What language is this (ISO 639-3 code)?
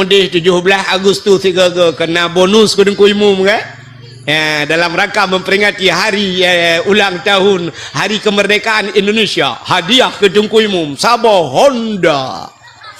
ace